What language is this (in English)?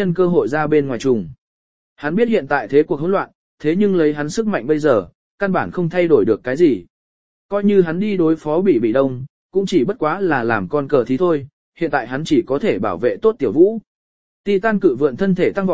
Vietnamese